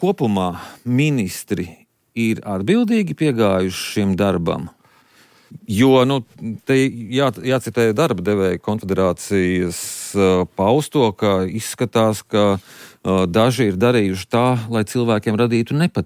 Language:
Latvian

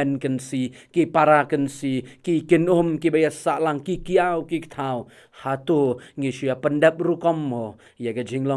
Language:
Khasi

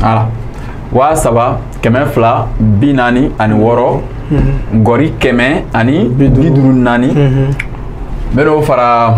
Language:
Bambara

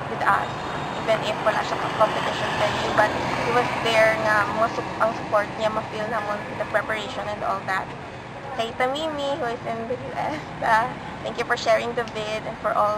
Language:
Hiligaynon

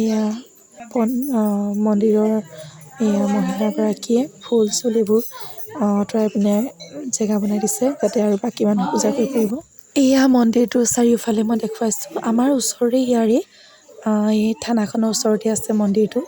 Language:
Assamese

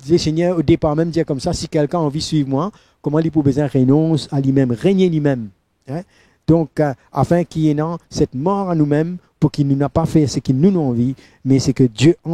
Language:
Morisyen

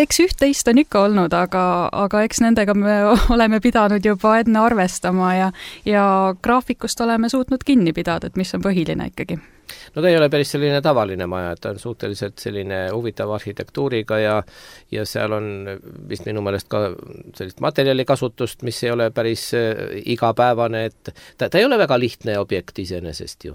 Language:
Estonian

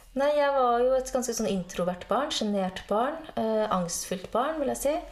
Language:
Norwegian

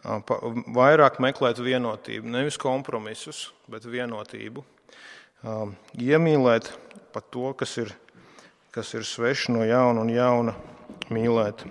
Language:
Latvian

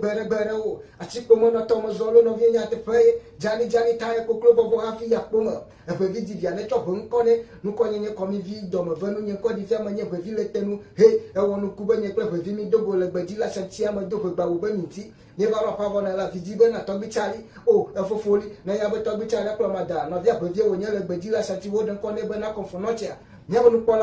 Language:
Ewe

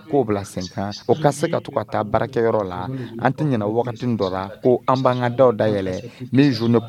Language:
Dyula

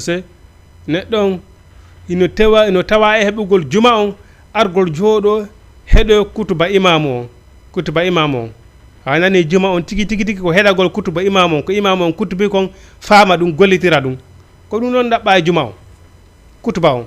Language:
Fula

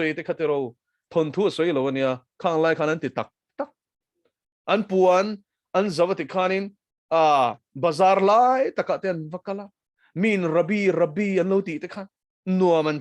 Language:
Mizo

